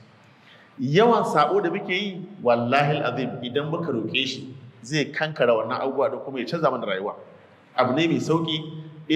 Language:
Hausa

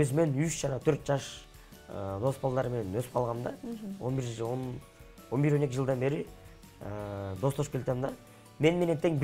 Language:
Kyrgyz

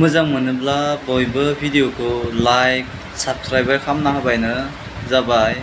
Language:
Bodo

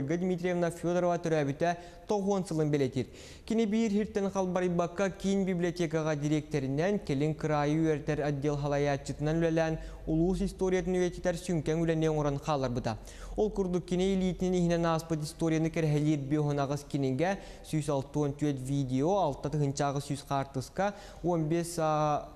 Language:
Yakut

